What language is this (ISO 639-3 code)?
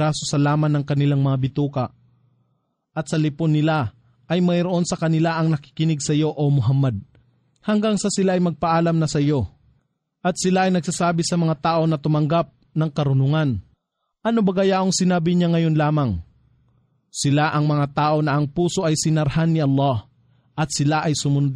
fil